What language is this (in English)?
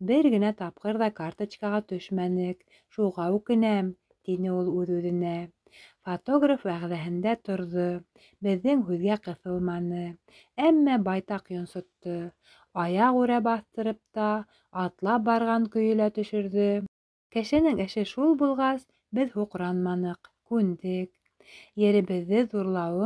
Bashkir